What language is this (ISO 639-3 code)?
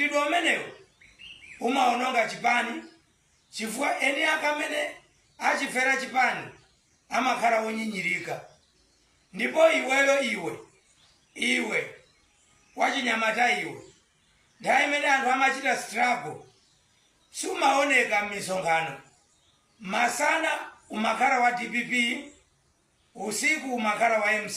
nya